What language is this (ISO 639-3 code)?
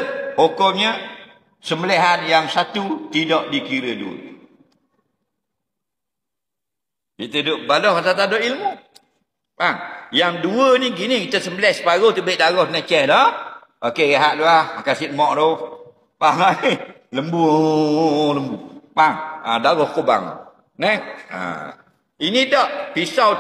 msa